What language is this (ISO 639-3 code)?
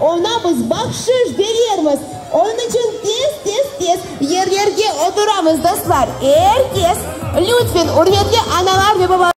crh